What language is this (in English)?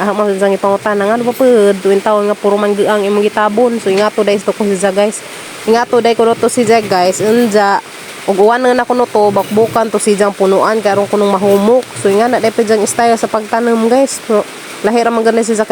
Cebuano